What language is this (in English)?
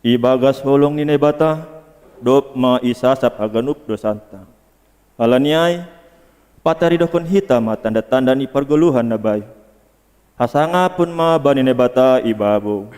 Batak Simalungun